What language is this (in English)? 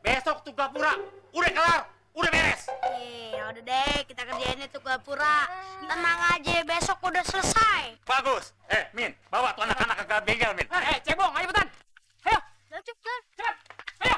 Betawi